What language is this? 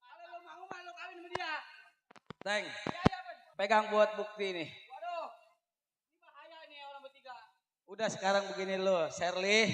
Betawi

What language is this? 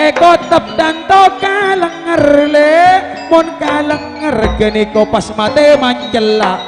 Madurese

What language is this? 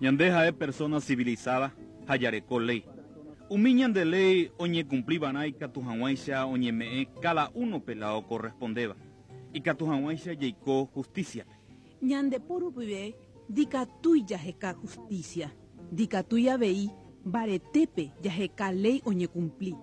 Guarani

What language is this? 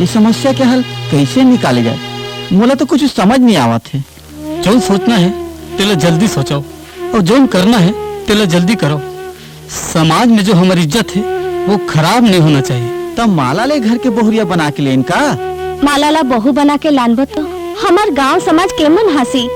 Chhattisgarhi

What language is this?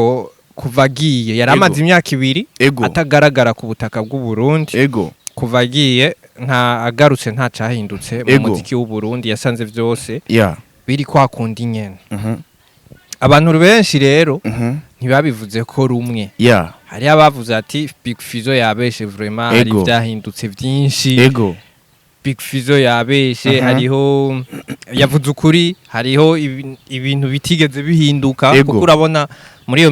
Rundi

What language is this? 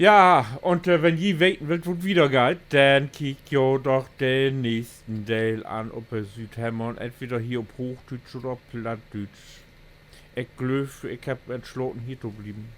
Low German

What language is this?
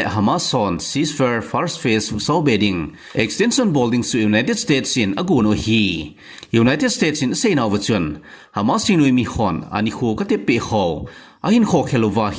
Thado Chin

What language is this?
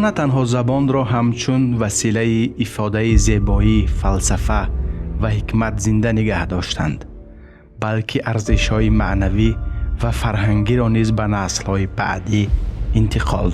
Tajik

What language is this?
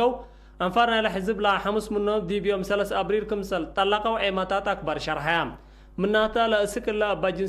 Tigre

